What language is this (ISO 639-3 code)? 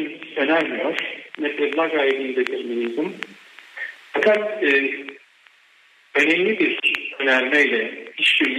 bul